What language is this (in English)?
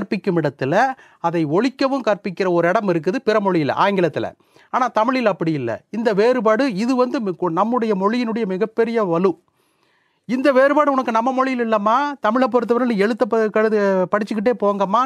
Tamil